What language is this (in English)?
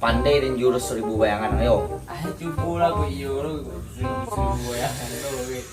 Minangkabau